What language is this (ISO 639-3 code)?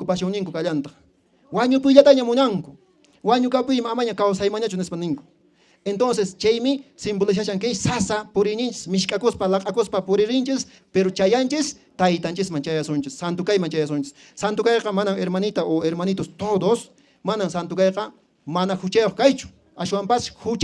que